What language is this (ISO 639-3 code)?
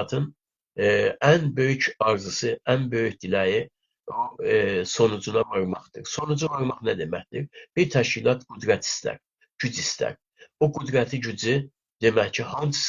azb